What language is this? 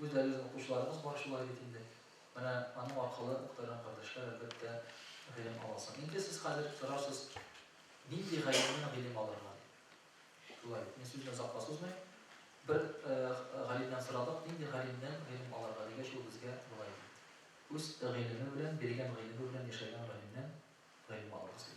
Tatar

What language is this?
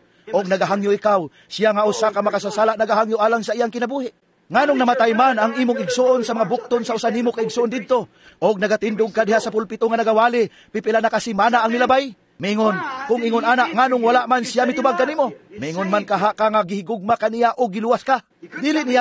Cebuano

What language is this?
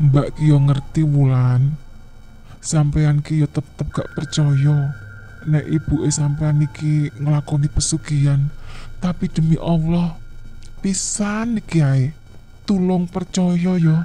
Javanese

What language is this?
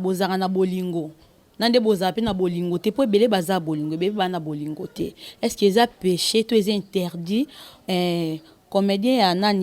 Lingala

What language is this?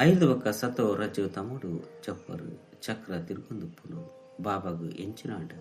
Tulu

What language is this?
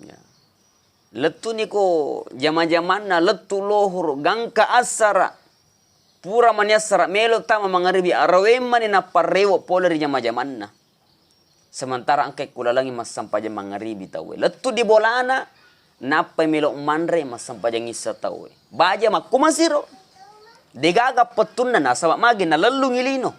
Buginese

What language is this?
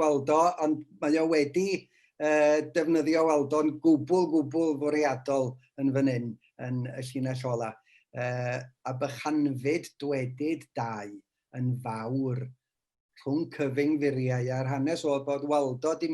Welsh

